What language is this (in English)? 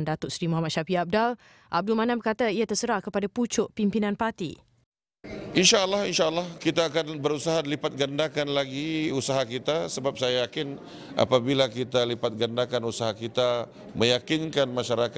Malay